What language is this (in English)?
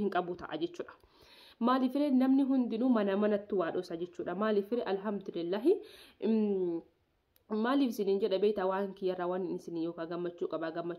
Oromo